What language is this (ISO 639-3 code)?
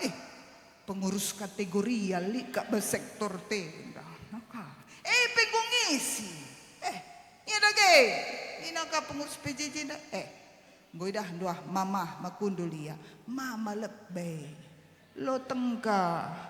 btx